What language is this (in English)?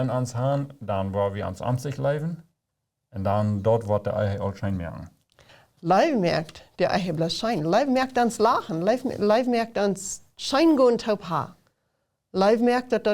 Plautdietsch